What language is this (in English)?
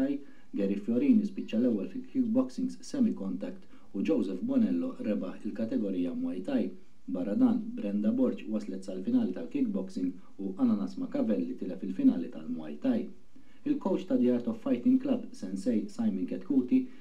Maltese